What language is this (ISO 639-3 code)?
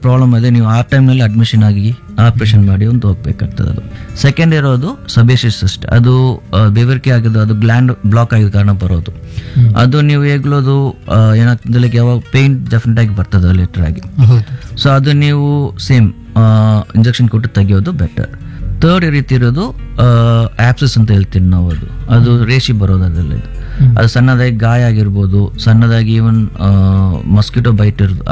kan